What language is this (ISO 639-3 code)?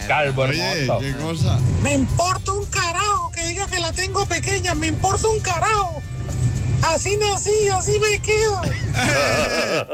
spa